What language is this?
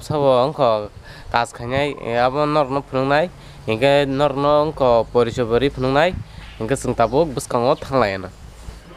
Kok Borok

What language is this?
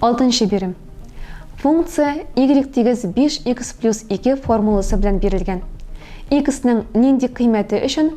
Tatar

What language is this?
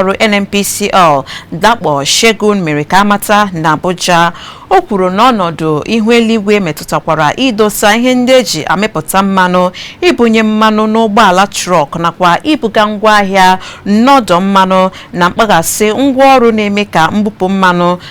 Igbo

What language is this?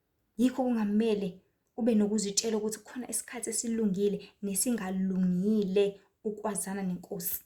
Zulu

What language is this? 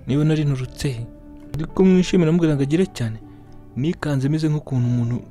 Kinyarwanda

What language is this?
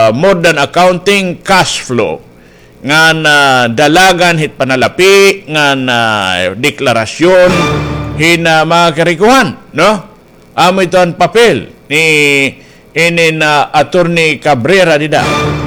Waray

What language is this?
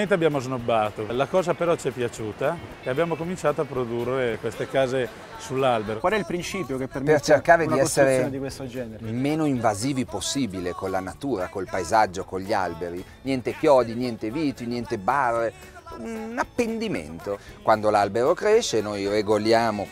Italian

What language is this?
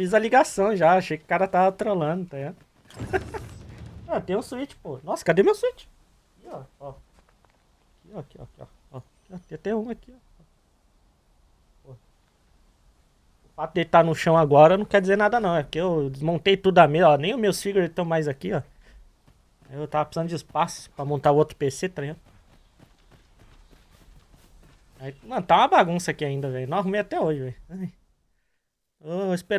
Portuguese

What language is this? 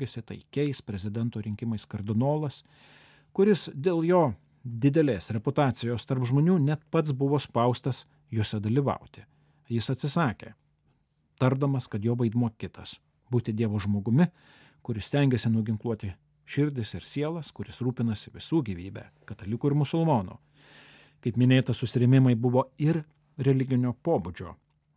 Lithuanian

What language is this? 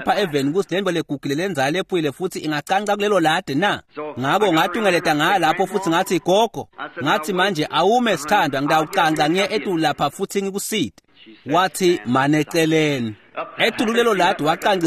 Swati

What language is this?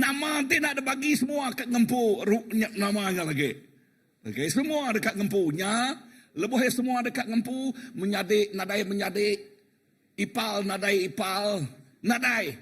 Iban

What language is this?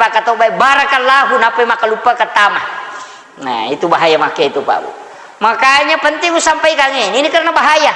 Buginese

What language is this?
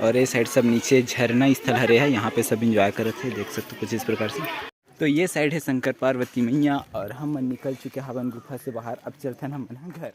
Chhattisgarhi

